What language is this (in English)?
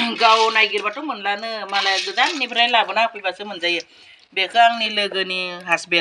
Bodo